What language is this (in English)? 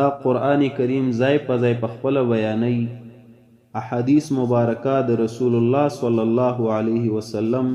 Pashto